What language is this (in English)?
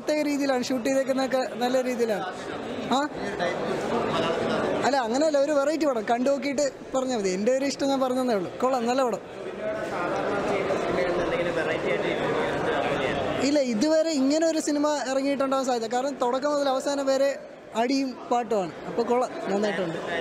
Malayalam